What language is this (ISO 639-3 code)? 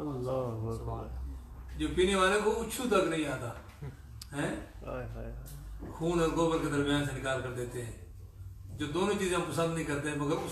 urd